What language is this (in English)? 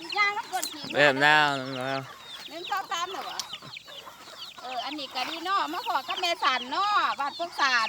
Lao